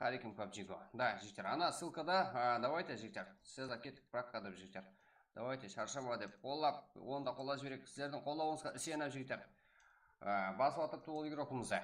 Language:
Kara-Kalpak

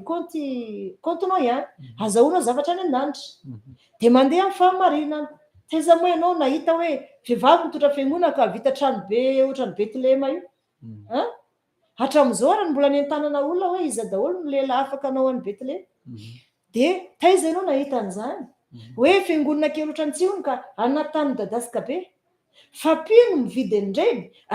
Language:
Malagasy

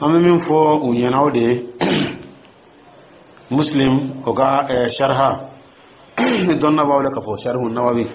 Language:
Dyula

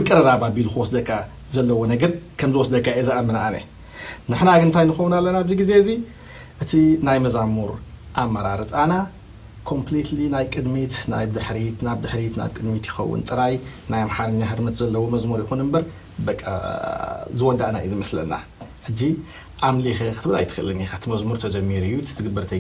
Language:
Tigrinya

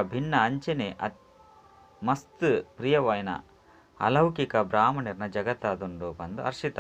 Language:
Tulu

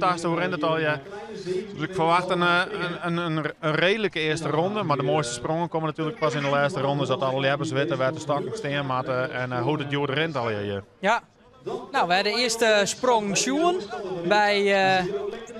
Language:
Western Frisian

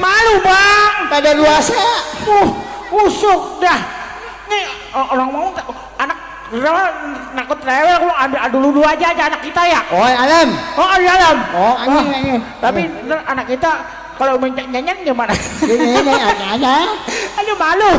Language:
Betawi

